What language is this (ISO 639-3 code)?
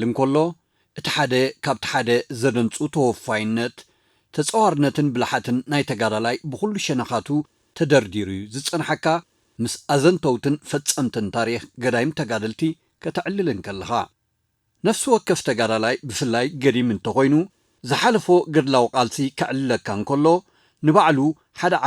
tir